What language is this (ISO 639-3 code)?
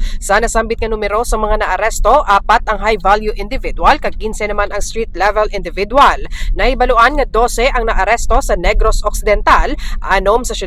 hil